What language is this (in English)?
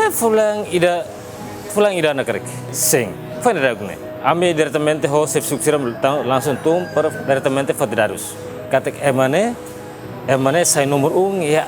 Tetum